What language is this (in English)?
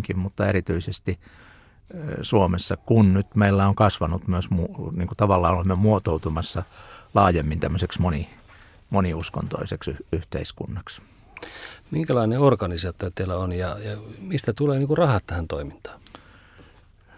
Finnish